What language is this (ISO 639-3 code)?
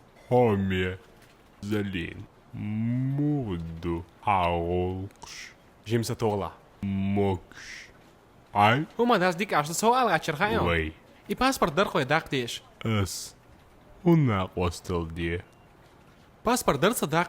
che